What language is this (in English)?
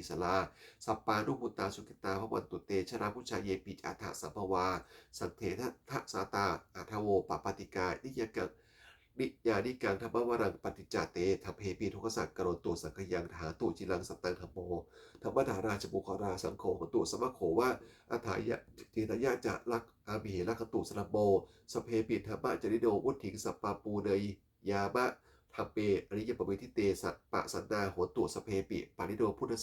Pali